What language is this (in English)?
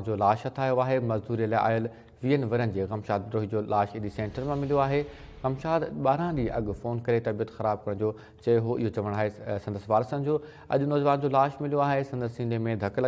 Sindhi